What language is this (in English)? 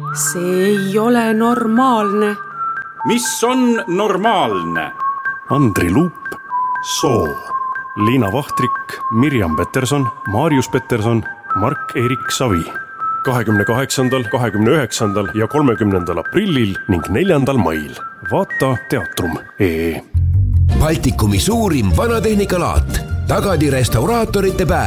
Estonian